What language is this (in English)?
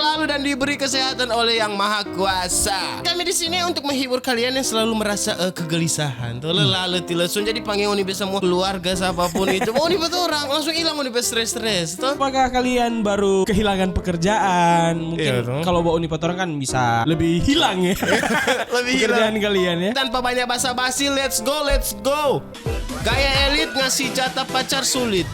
Manado Malay